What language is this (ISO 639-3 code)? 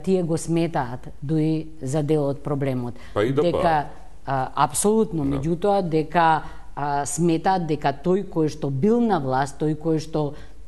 mkd